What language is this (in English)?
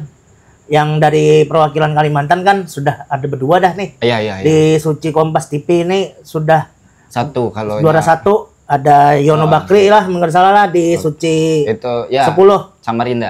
Banjar